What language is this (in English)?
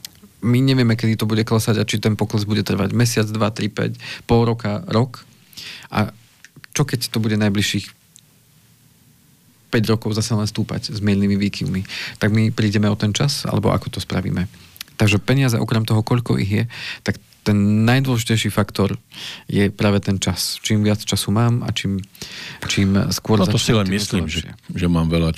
Slovak